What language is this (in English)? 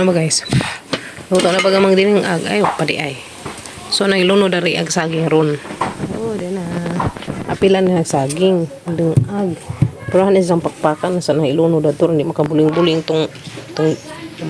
Cebuano